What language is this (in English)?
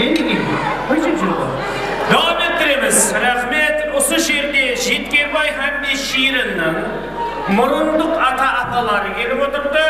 Kara-Kalpak